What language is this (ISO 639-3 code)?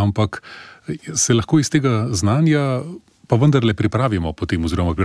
slv